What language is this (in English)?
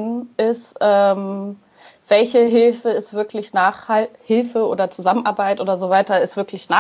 German